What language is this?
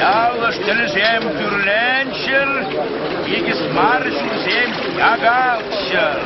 Chuvash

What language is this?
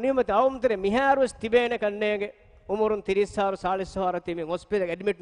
Divehi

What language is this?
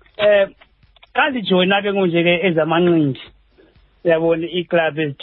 Xhosa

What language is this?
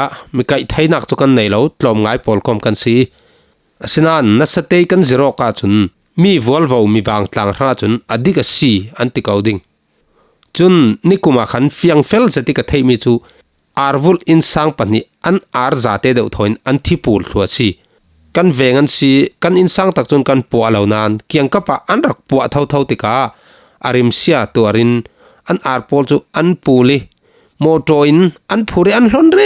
Falam Chin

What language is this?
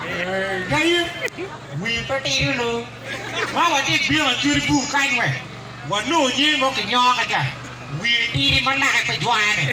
Acoli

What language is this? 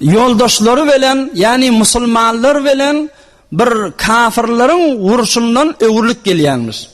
Turkmen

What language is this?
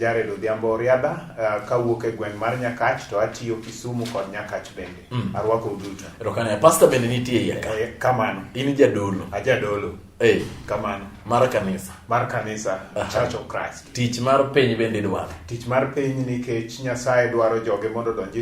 Luo (Kenya and Tanzania)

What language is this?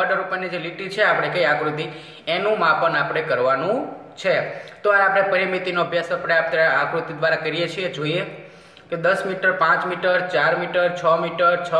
Gujarati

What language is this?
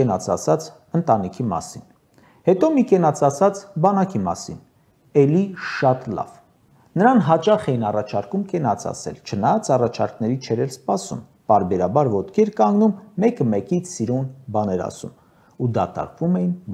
Armenian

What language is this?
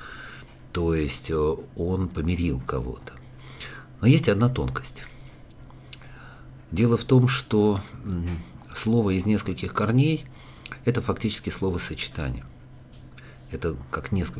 Russian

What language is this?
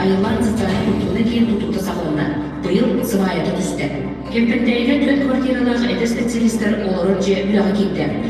Yakut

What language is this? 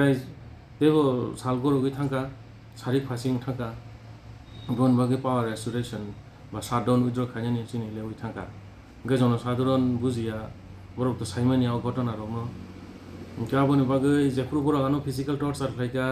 Kok Borok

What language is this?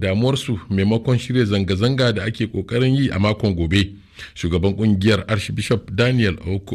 Hausa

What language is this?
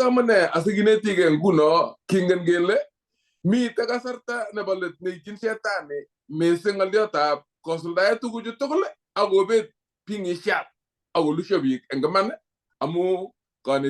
Kalenjin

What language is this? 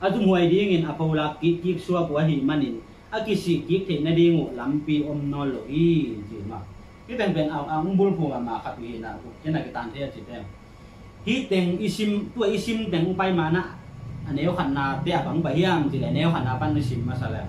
Tedim Chin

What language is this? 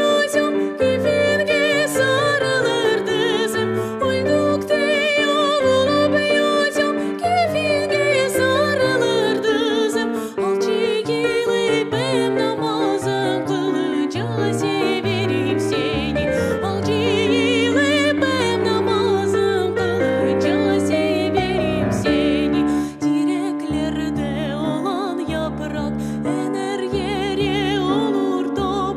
Crimean Tatar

